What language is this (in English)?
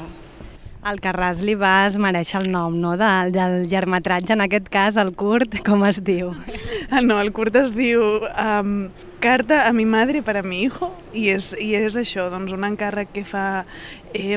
Catalan